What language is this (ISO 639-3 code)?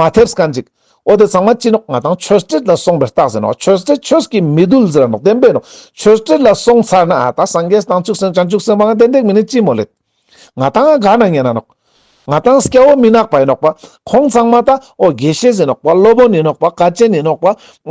lbj